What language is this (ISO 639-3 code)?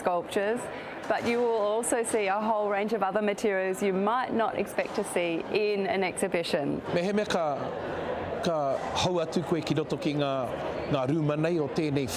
mri